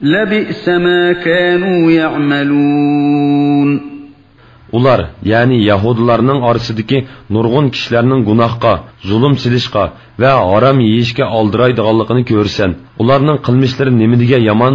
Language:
Uyghur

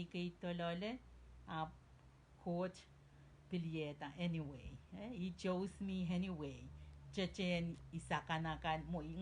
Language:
Pohnpeian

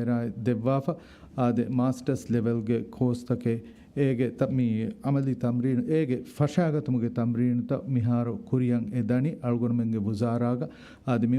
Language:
Divehi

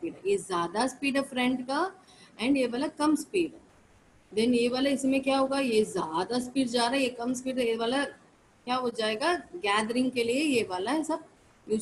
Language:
Hindi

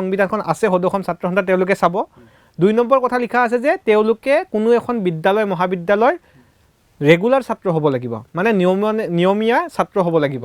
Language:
Assamese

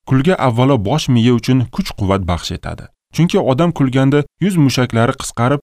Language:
Uzbek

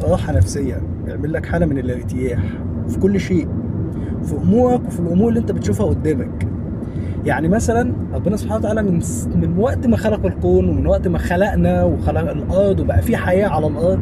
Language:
Egyptian Arabic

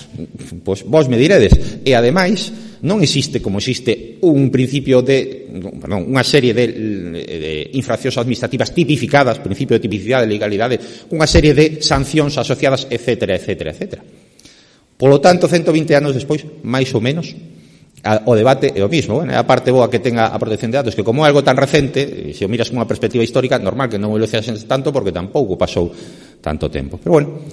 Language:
Galician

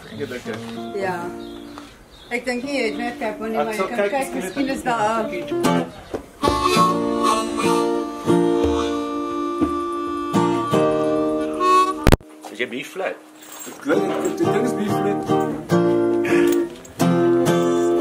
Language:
Afrikaans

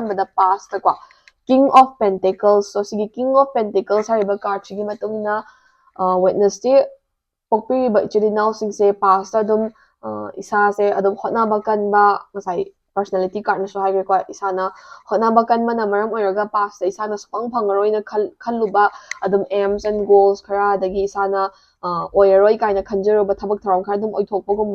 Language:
Manipuri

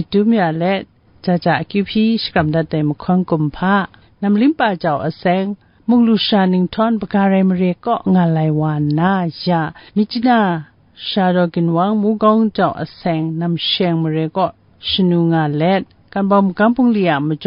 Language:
Kachin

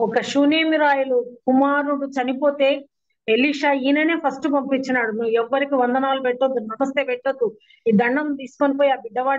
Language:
Telugu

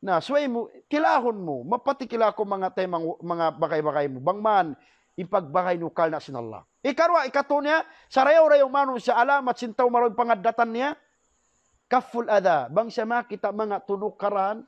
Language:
Tausug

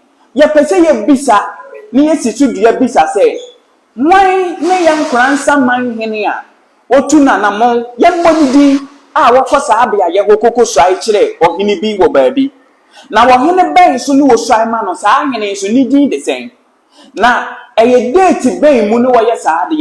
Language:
Akan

